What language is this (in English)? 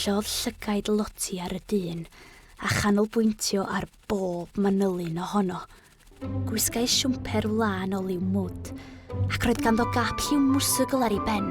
Welsh